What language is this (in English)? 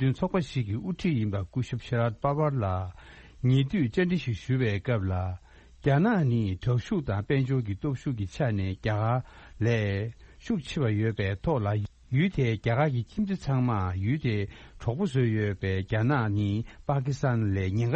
Tibetan